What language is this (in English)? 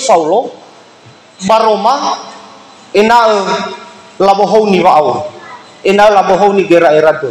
Nias